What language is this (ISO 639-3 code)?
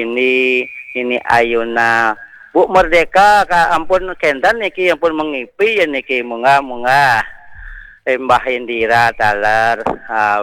ban